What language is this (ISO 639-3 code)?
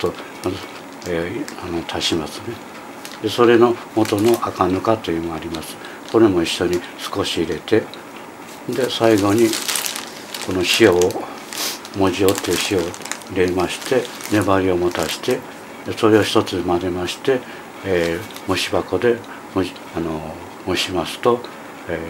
jpn